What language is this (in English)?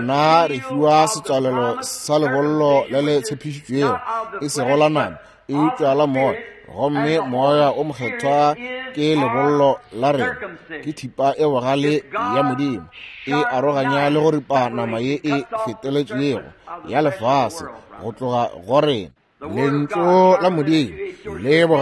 Northern Sotho